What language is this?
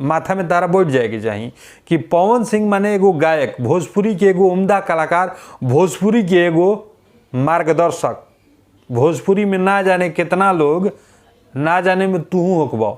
Bhojpuri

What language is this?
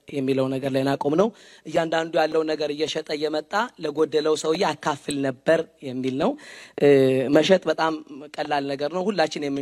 Amharic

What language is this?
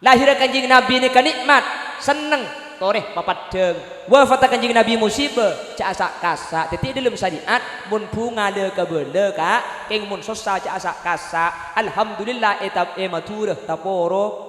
Madurese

